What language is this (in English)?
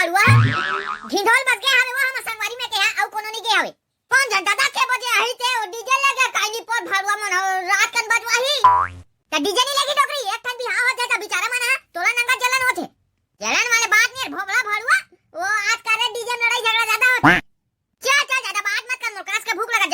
Chhattisgarhi